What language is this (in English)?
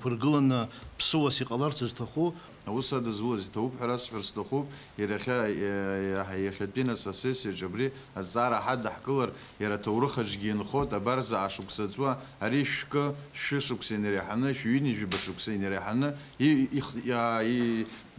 Abkhazian